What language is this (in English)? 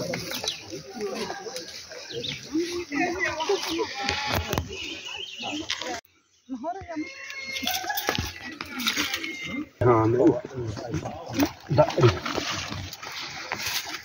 Xavánte